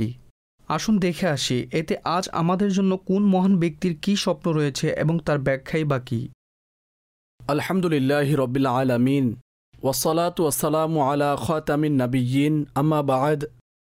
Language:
Bangla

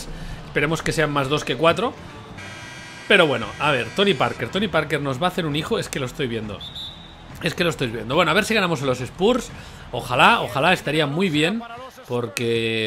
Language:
Spanish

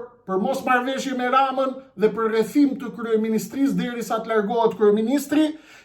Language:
Albanian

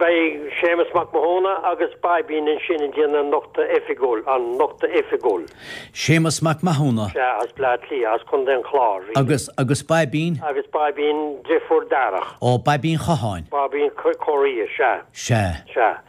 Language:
Irish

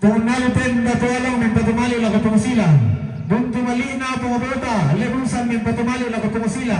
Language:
Toraja-Sa'dan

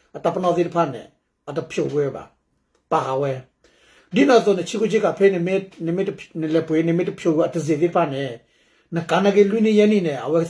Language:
S'gaw Karen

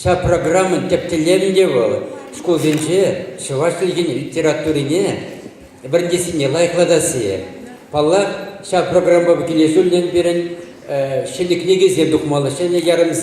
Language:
Chuvash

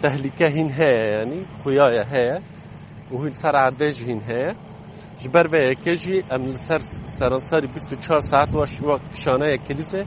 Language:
Kurdish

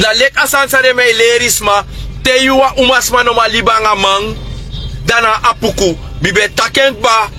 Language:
Sranan Tongo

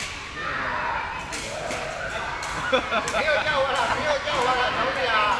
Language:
Burmese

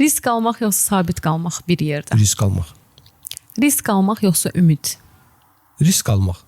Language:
Azerbaijani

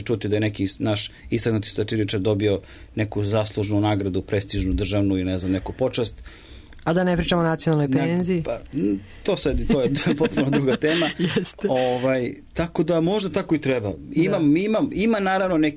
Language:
Serbian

